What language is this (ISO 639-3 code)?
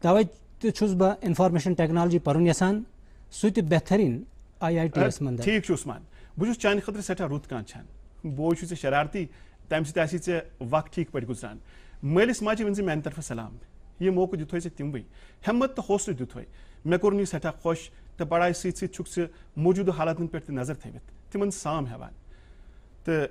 kas